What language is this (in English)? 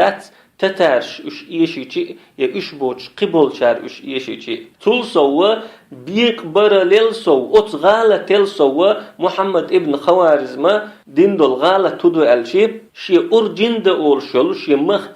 Chechen